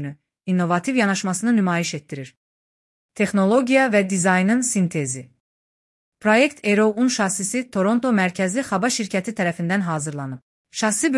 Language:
Azerbaijani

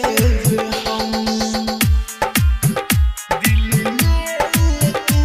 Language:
Bhojpuri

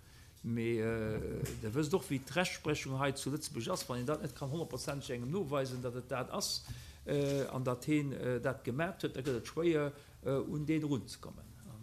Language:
Luxembourgish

